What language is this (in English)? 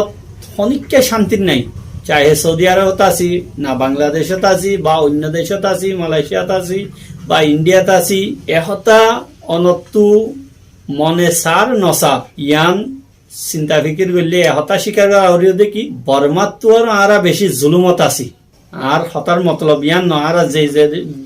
Rohingya